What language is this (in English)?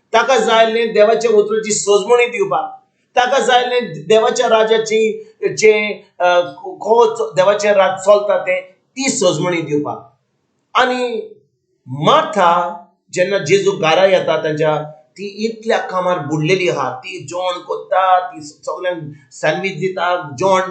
Konkani